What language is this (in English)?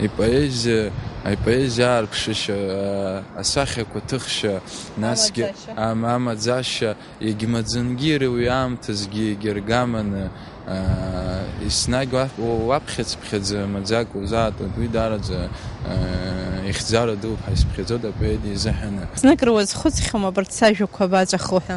Abkhazian